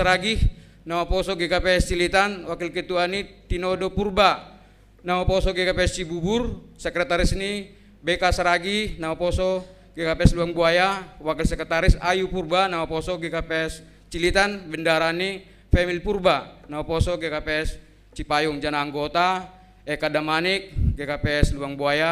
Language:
Batak Simalungun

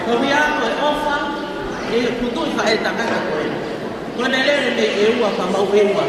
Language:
Tongan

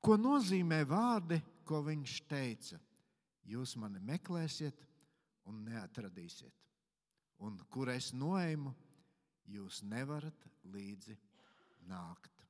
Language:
Latvian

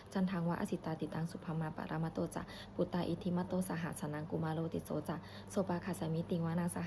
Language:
Pali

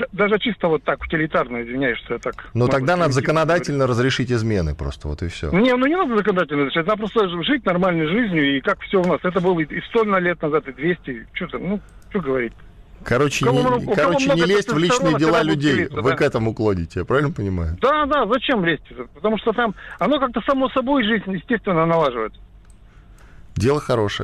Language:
Russian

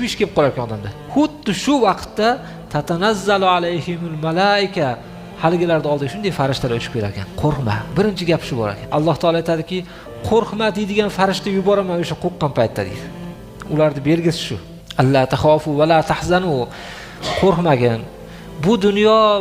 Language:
Uzbek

